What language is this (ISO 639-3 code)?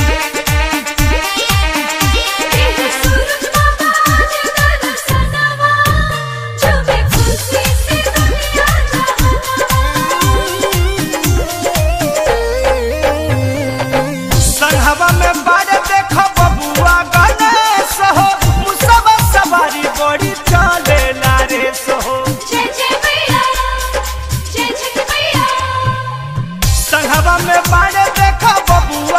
bho